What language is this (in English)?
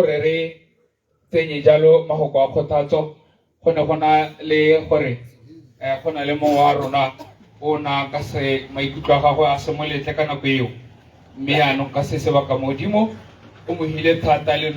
Tswana